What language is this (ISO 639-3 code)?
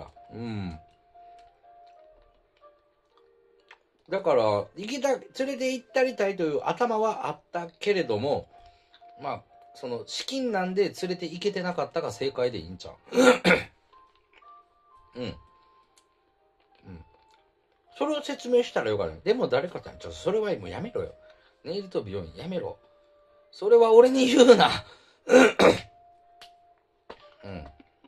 jpn